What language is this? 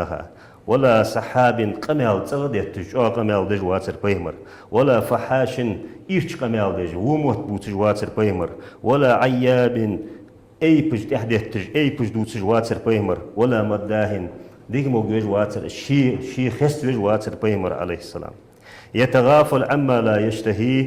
Ingush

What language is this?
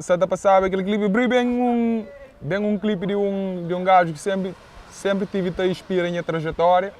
Kabuverdianu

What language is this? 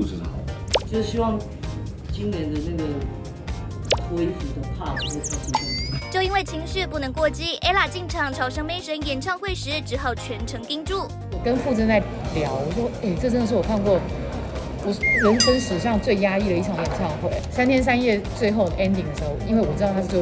Chinese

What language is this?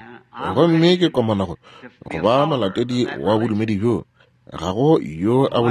Northern Sotho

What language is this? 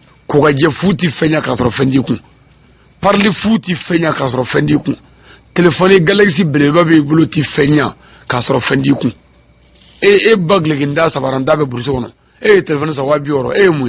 Bambara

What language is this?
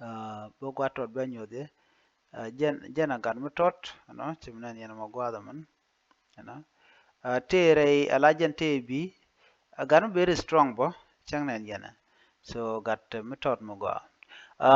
Nuer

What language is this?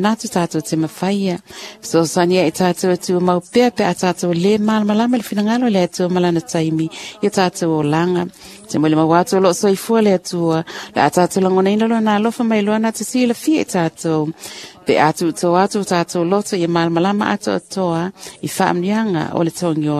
Samoan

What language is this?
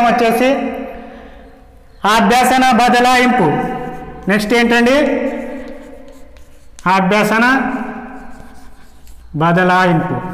Telugu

